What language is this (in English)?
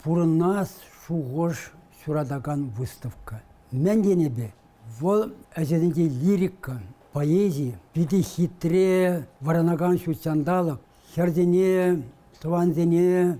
Chuvash